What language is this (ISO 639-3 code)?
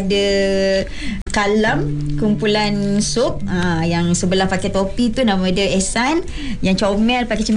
msa